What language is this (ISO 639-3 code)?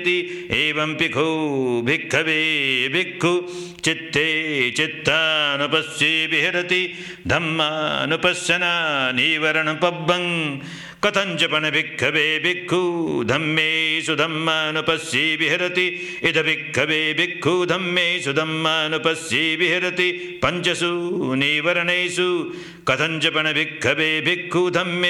pli